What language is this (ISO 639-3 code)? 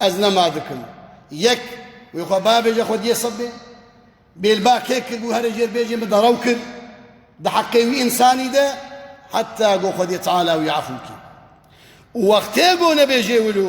kur